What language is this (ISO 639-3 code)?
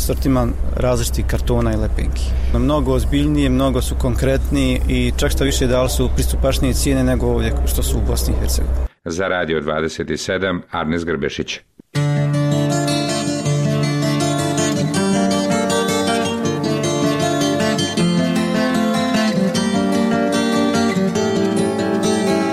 bos